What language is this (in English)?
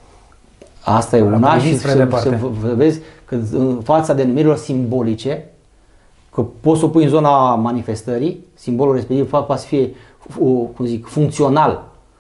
Romanian